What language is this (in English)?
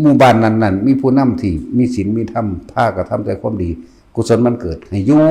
Northeastern Thai